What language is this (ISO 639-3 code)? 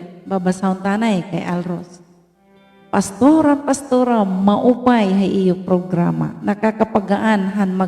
war